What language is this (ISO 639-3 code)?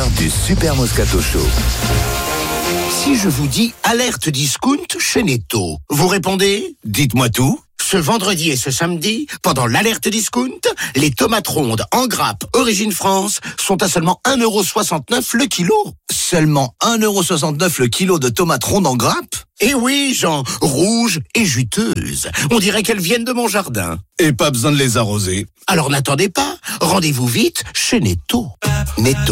fra